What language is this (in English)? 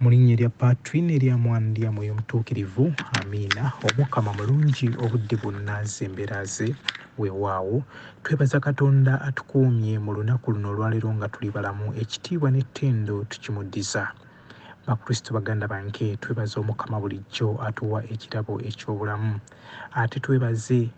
Ganda